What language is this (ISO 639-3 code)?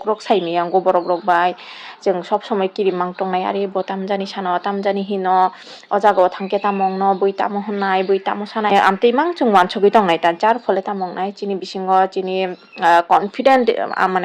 trp